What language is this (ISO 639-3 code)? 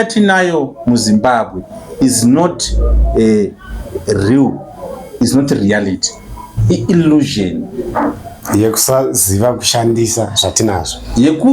sna